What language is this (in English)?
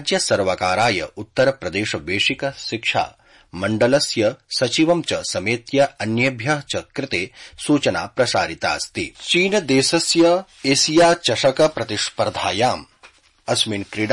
Sanskrit